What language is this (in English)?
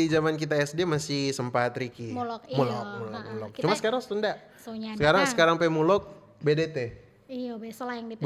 Manado Malay